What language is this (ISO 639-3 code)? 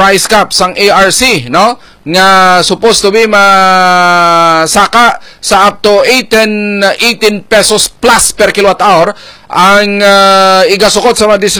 hil